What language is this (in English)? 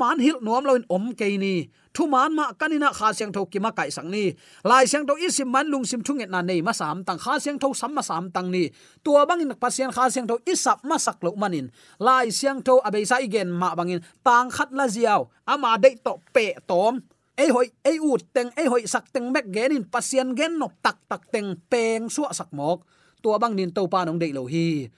Tedim Chin